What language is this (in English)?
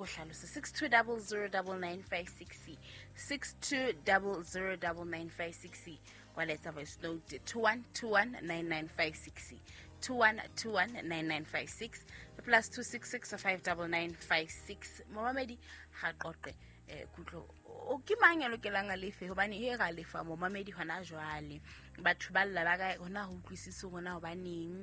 Southern Sotho